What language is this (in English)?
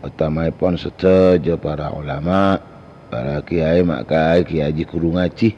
Madurese